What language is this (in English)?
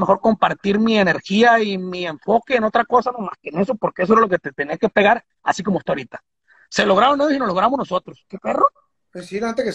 Spanish